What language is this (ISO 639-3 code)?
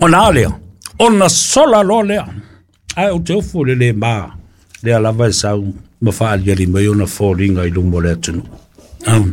smo